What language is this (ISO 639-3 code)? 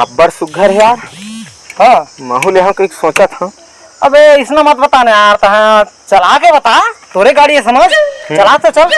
hne